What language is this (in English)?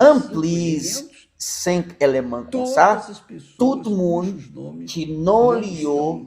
Haitian Creole